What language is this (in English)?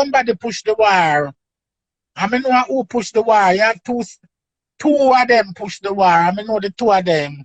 Jamaican Creole English